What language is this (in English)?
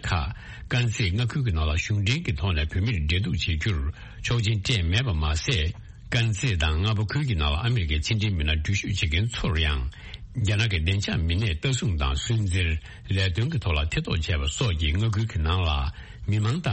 Tibetan